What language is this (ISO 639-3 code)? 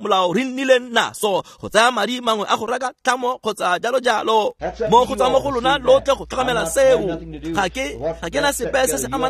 tsn